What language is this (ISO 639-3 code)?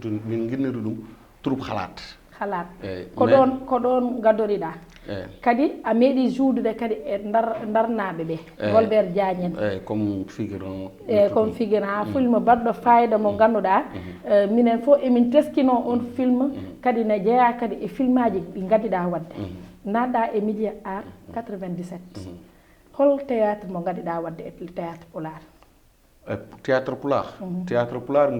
ful